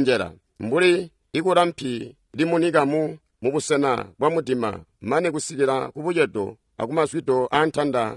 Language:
Tonga (Zambia)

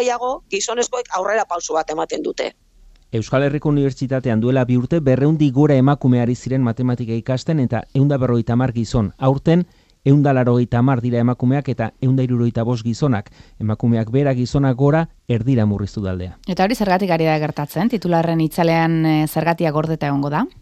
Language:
Basque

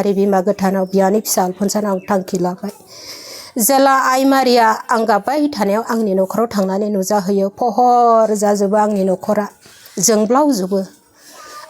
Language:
Bodo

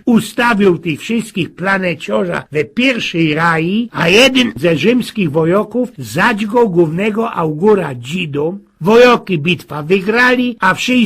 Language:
Silesian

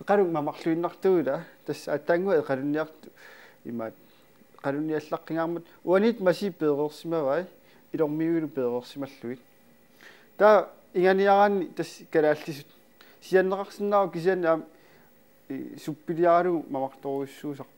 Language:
Kalaallisut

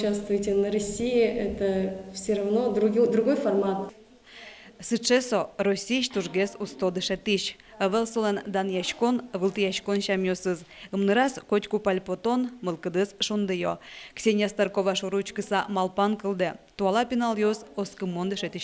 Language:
Udmurt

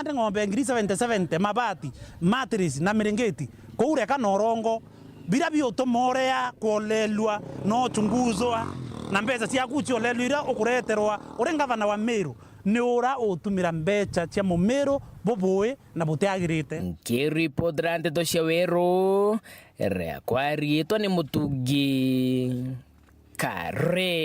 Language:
Meru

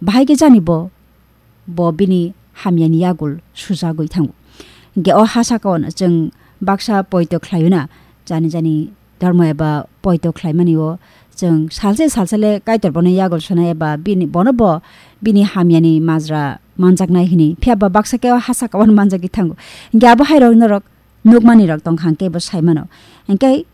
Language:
Kok Borok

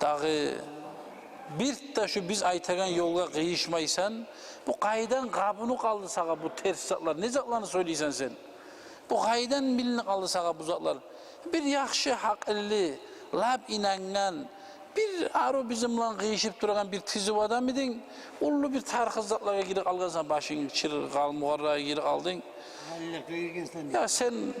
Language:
Kumyk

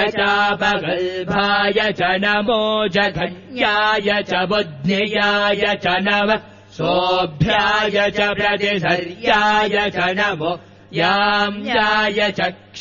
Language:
Sanskrit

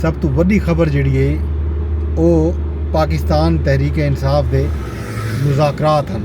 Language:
Saraiki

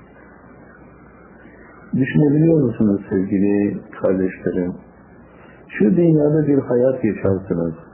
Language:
Turkish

